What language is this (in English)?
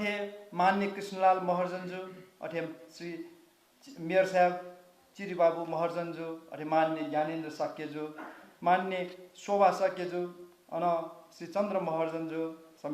Newari